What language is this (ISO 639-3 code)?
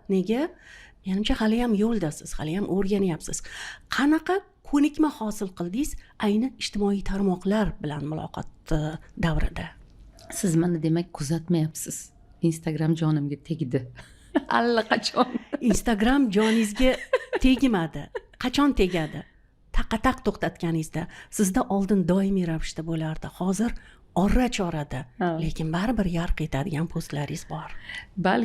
uzb